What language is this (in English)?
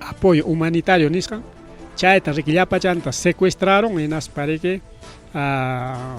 Ayacucho Quechua